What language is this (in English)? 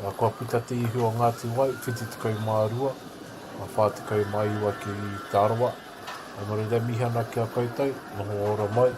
Māori